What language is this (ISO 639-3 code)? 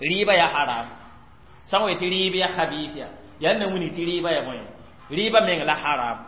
mos